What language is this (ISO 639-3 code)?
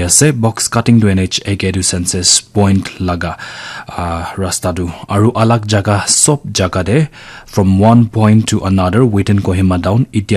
nag